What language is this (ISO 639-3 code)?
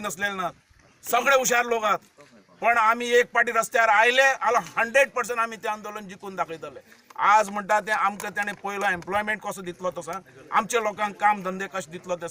kok